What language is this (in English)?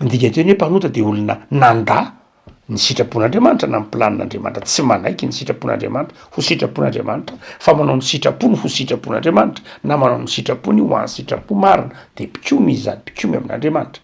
Malagasy